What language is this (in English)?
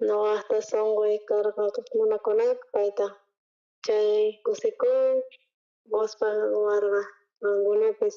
South Bolivian Quechua